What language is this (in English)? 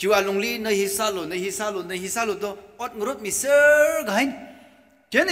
Tangkhul Naga (India)